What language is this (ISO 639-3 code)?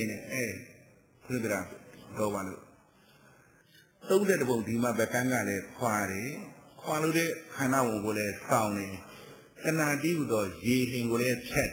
mya